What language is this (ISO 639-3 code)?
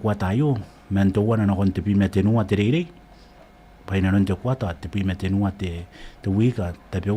gil